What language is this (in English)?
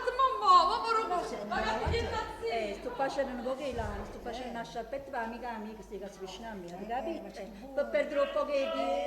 Neapolitan